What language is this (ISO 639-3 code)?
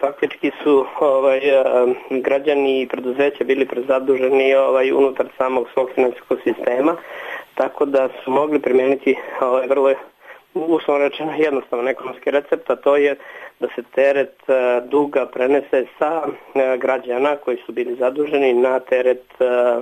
srp